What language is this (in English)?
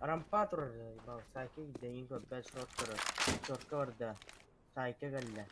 Yakut